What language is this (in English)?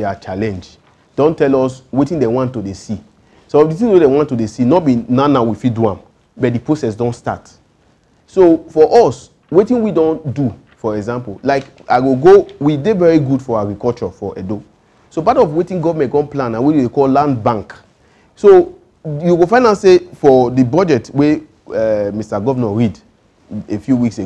Nigerian Pidgin